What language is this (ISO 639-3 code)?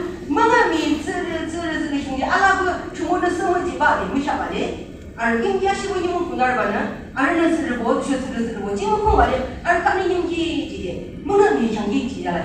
yim